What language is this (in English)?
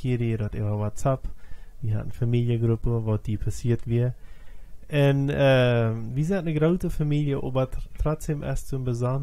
Plautdietsch